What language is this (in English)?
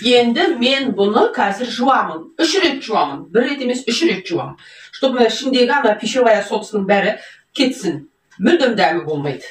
Kazakh